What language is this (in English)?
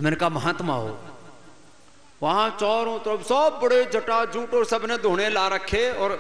Hindi